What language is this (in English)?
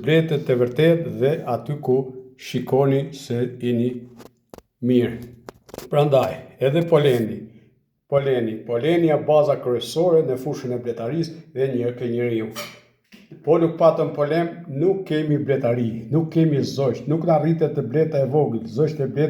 Albanian